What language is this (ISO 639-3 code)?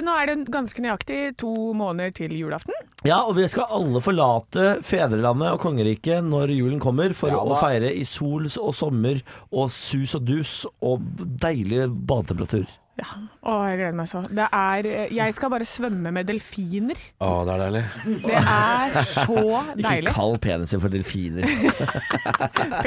nor